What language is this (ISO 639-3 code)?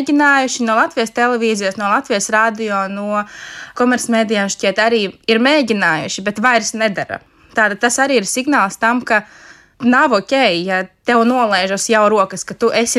lav